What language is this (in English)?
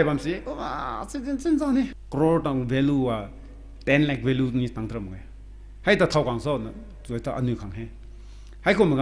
Rongmei Naga